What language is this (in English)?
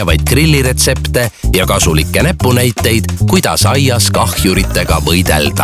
Estonian